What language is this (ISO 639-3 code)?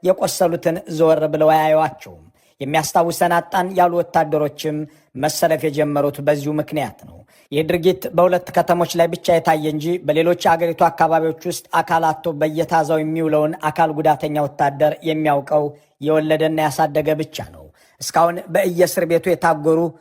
amh